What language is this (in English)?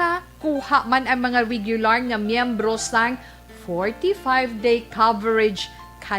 Hiligaynon